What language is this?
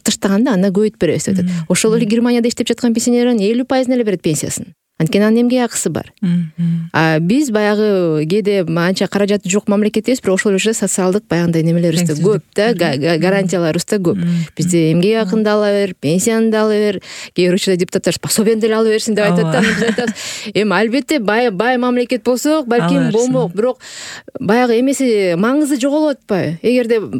Kyrgyz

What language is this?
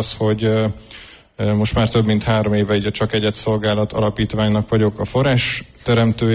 Hungarian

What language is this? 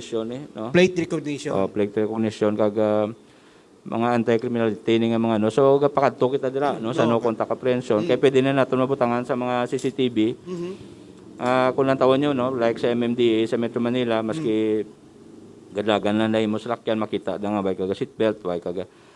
Hiligaynon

